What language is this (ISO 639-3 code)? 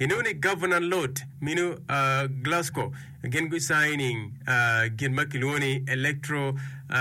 ach